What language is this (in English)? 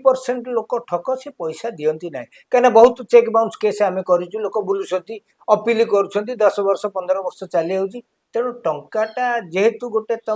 Odia